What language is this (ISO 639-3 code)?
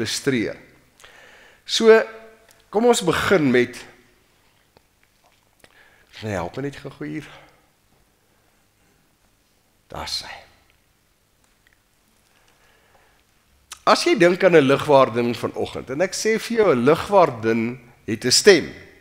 afr